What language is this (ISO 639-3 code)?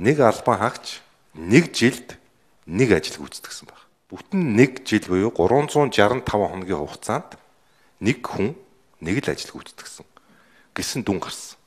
mon